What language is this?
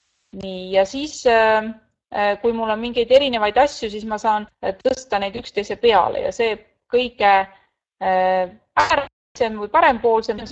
Estonian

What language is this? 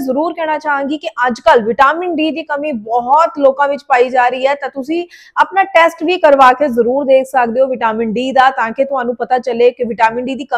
Punjabi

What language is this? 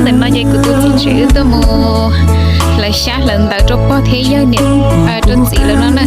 Hmong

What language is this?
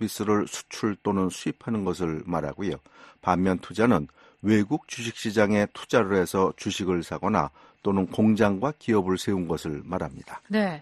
Korean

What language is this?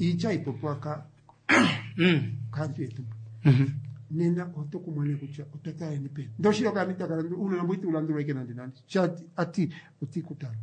Kuanyama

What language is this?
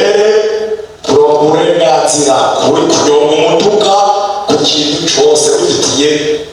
Rundi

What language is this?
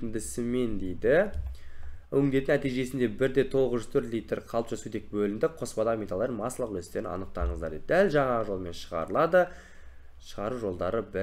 Kazakh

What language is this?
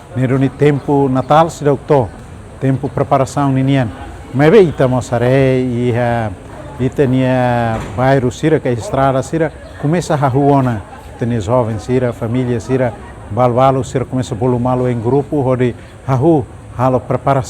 Tetum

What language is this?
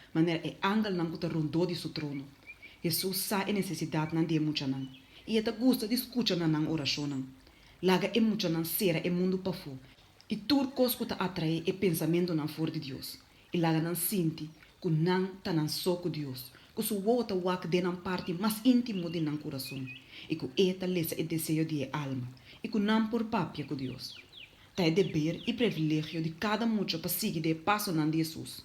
Papiamento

